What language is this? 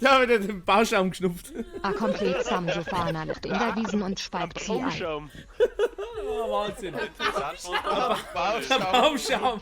Bavarian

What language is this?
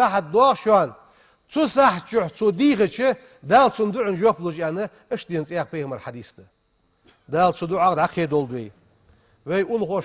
Ingush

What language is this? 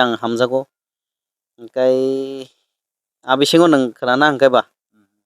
Kok Borok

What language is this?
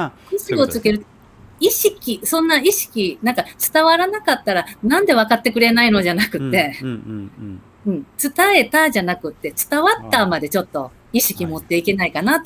Japanese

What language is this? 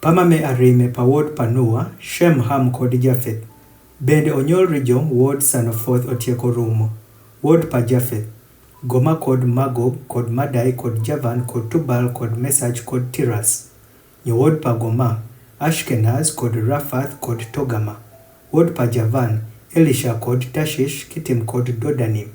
Adhola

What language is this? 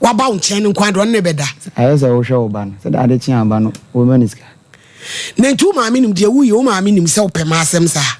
Akan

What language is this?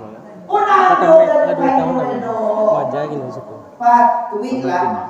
Minangkabau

